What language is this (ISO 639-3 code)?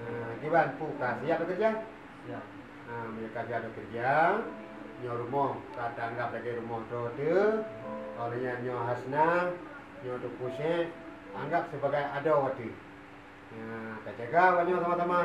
ace